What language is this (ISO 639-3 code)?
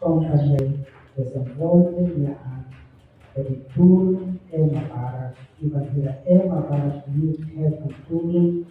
tet